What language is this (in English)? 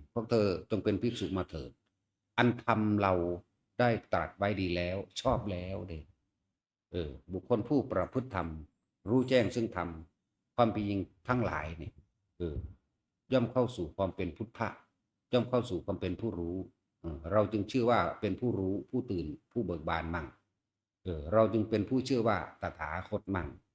Northeastern Thai